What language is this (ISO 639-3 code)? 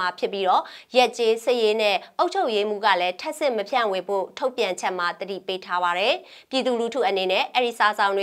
mya